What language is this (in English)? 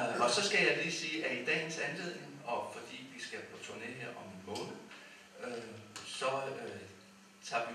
Danish